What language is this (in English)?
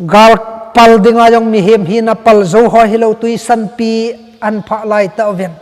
Thado Chin